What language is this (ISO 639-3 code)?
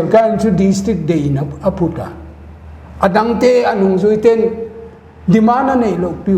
pck